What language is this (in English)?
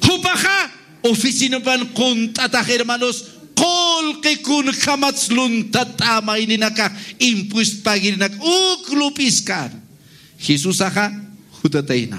Aymara